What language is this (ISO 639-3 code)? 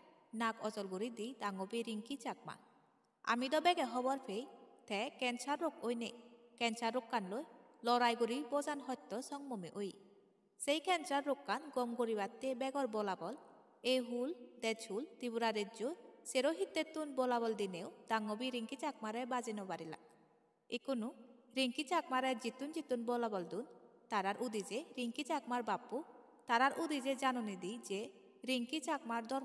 ccp